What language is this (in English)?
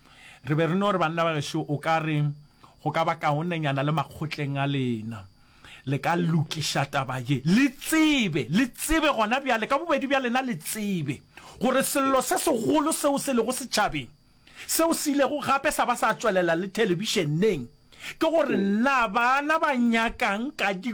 Northern Sotho